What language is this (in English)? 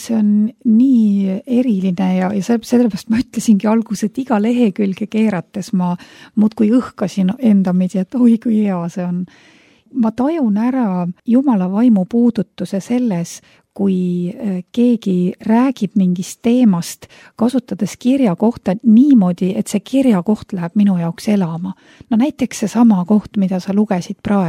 Estonian